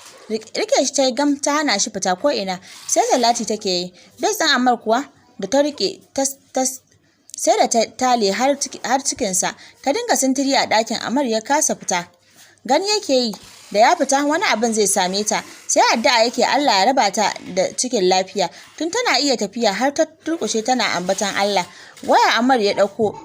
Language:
Hausa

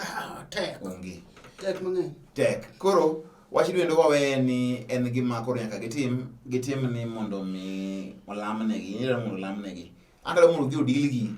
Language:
Luo (Kenya and Tanzania)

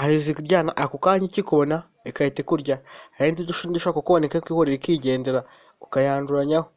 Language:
Kinyarwanda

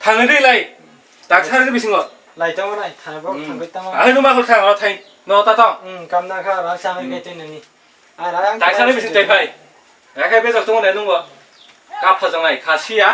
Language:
Kok Borok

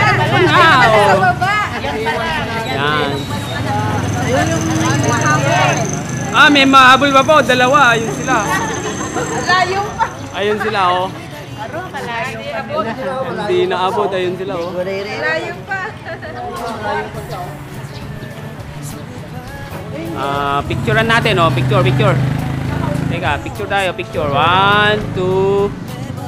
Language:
Filipino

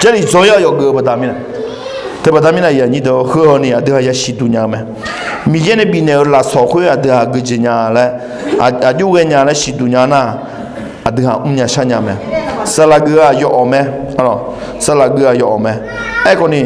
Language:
Akha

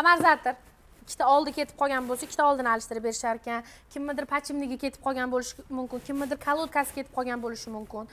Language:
Uzbek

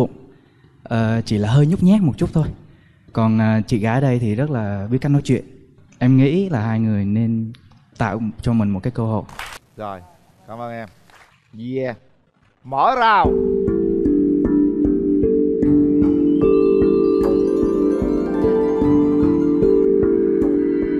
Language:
Vietnamese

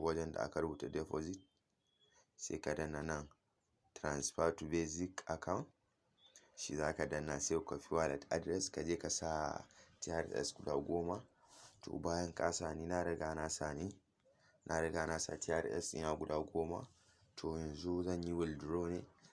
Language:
Hausa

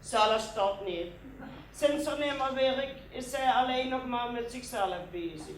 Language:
Limburgish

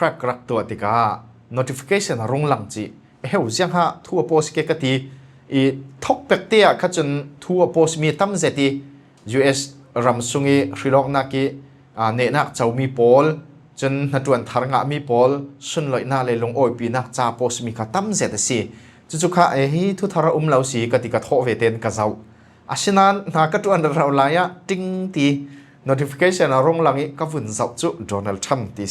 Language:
Falam Chin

